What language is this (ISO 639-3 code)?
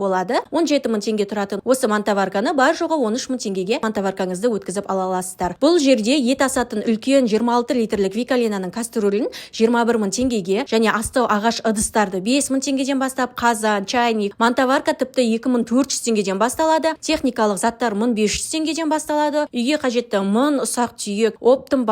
kaz